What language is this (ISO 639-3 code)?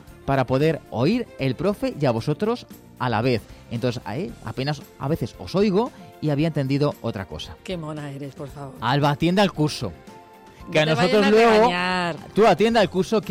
spa